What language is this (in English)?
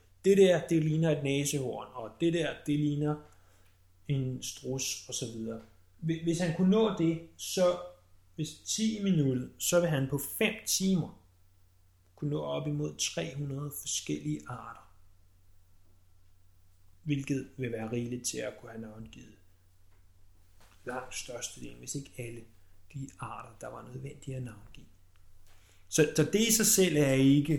Danish